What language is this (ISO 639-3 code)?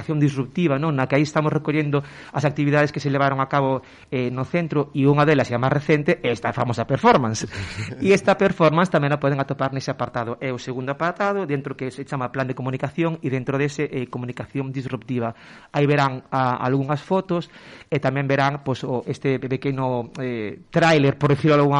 glg